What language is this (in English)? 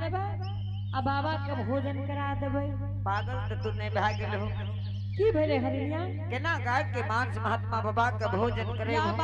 Angika